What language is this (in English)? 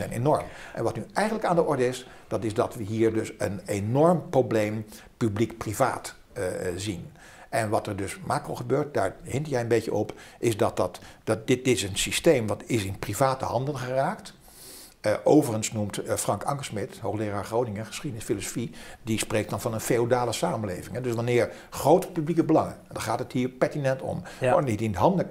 Dutch